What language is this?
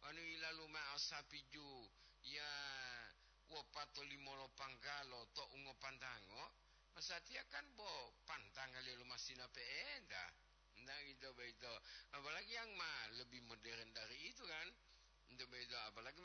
Gorontalo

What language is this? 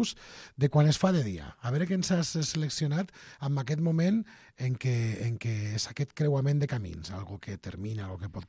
Catalan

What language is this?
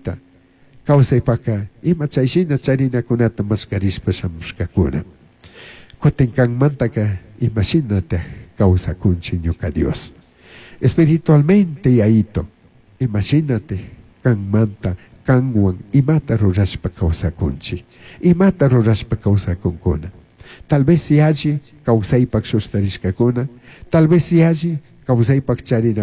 Chimborazo Highland Quichua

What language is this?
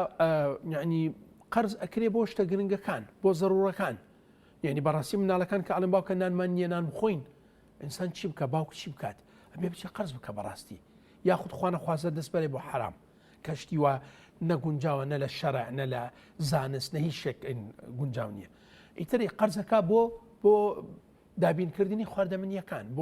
Central Kurdish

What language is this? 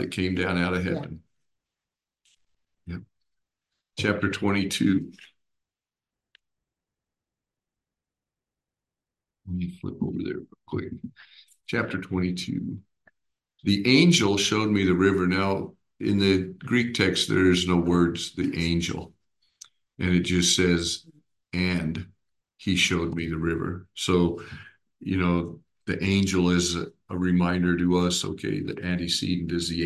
English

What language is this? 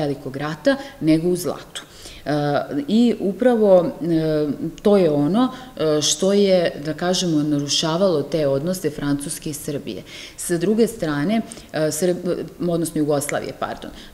Serbian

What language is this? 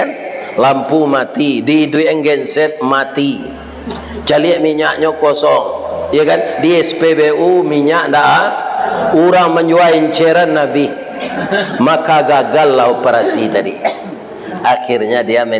Minangkabau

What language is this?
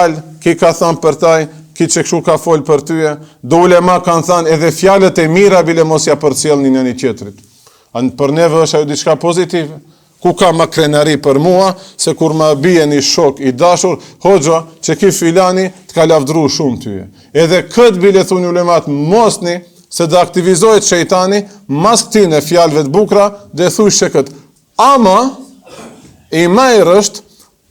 Albanian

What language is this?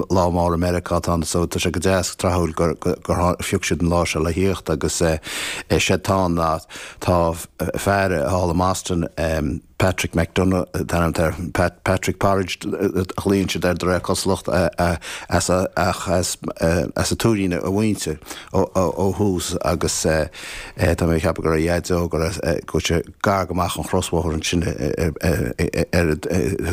Irish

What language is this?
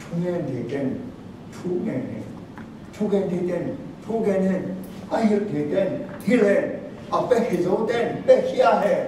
Tedim Chin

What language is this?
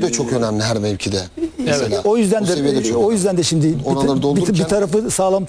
Turkish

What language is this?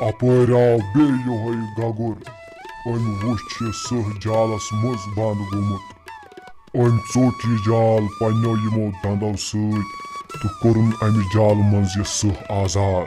Kashmiri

